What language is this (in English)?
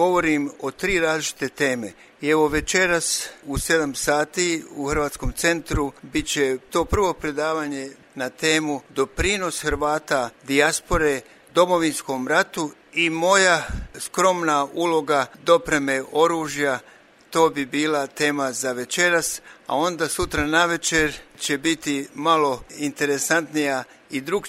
Croatian